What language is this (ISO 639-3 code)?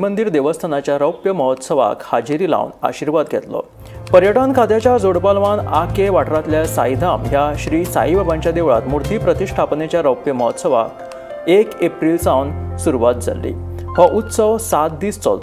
kok